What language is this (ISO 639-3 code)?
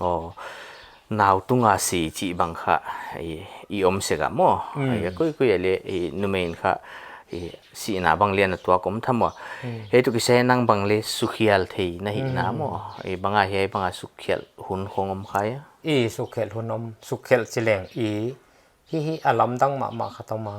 pck